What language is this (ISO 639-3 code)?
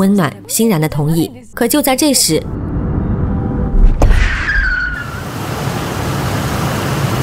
zho